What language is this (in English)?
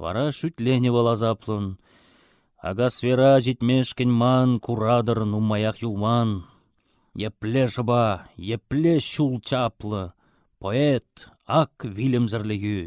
Chuvash